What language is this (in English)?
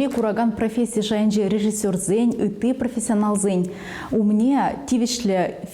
Chuvash